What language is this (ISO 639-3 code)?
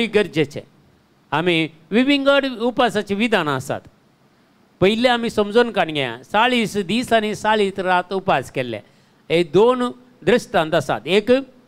kok